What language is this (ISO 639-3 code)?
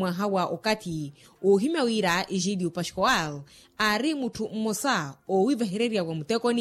vmw